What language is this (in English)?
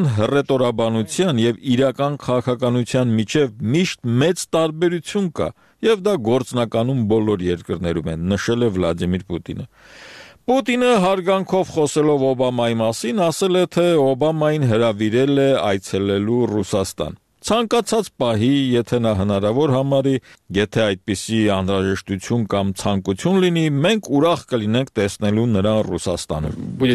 Armenian